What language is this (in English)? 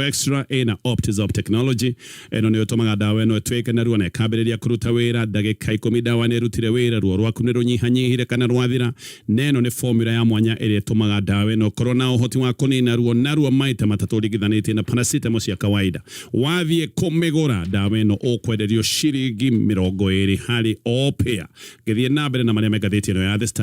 Kikuyu